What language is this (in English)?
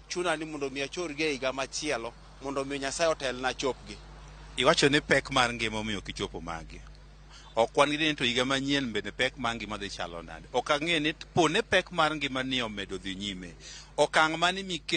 Luo (Kenya and Tanzania)